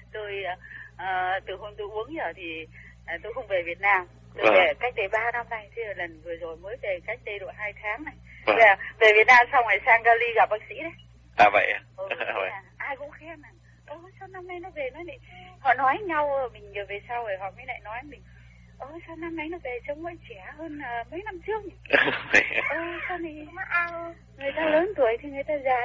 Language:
Vietnamese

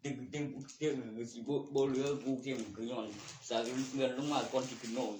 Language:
Northeastern Thai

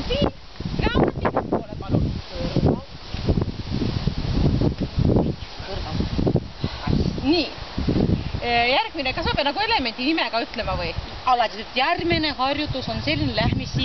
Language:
Estonian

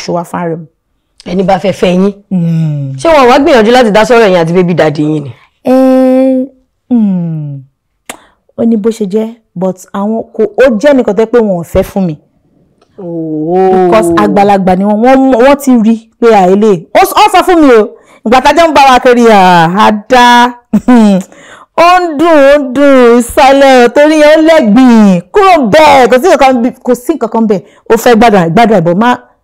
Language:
Yoruba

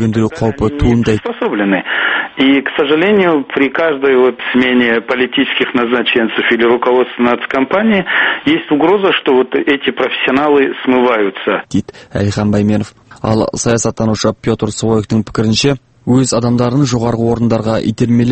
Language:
Kazakh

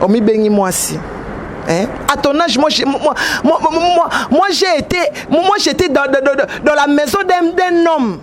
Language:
Lingala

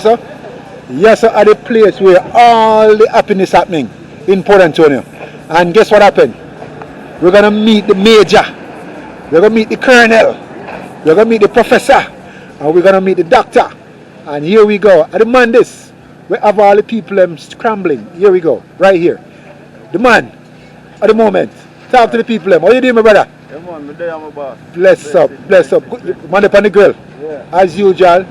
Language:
Jamaican Creole English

